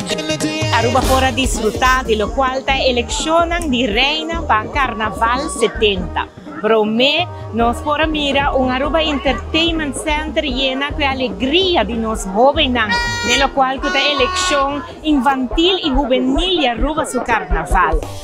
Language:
Papiamento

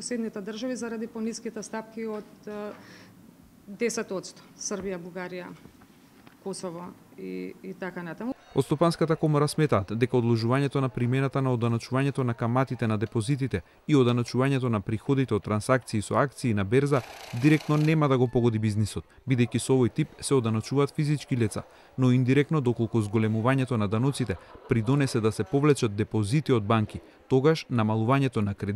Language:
Macedonian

